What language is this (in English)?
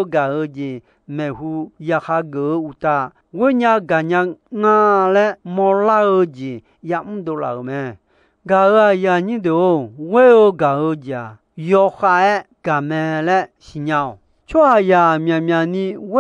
Akha